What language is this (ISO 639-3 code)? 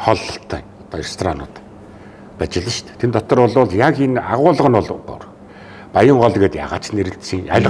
mon